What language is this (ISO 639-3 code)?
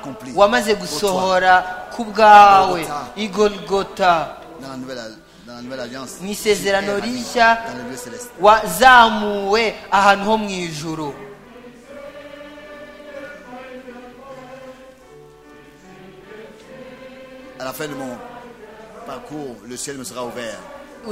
kin